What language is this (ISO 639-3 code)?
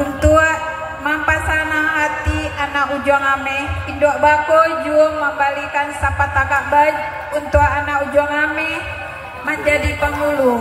min